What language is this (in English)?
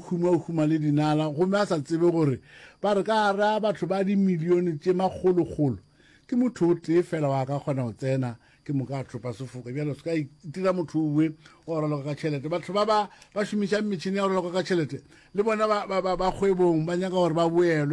Northern Sotho